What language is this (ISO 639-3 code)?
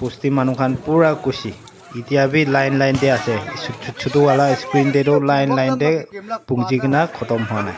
nag